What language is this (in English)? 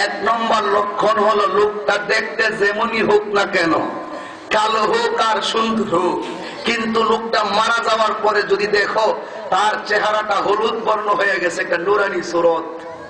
Bangla